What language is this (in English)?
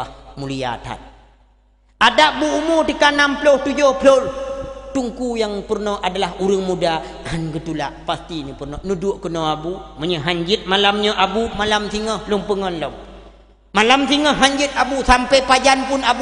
Achinese